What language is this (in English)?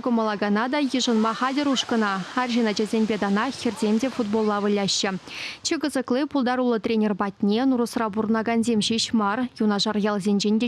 Chuvash